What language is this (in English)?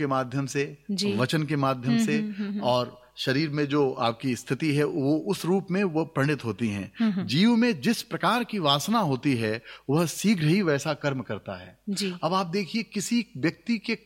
Hindi